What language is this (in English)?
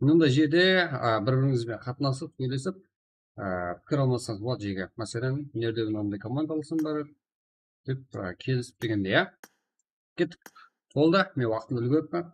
Kara-Kalpak